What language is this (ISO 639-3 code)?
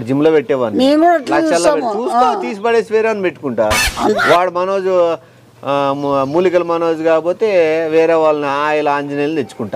tel